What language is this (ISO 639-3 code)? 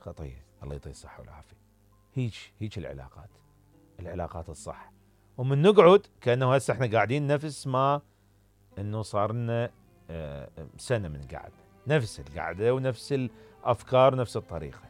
acm